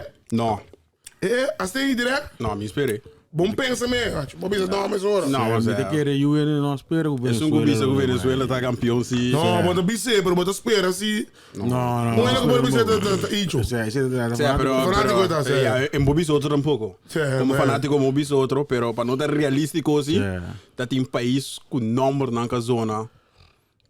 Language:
Papiamento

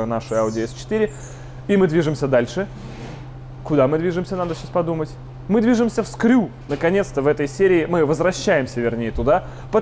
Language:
Russian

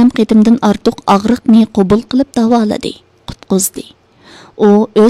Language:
Uyghur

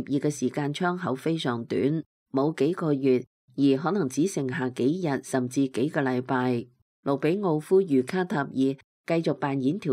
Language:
Cantonese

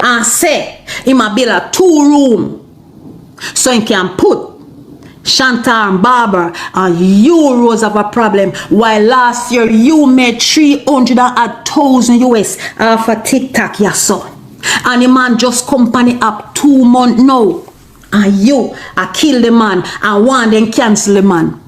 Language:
Jamaican Creole English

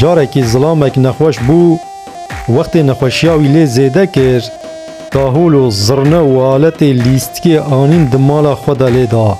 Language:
Kurdish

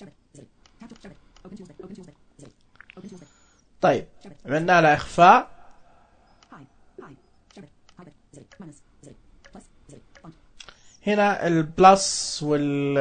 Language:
Najdi Arabic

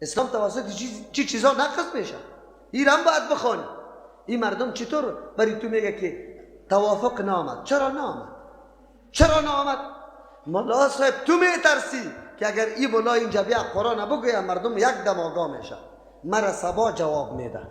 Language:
Persian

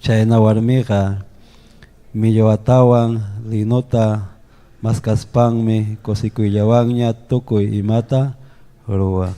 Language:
Ayacucho Quechua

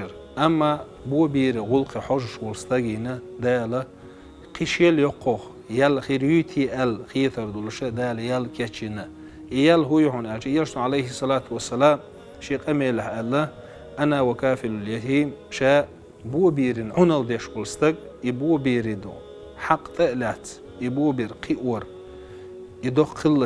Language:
Chechen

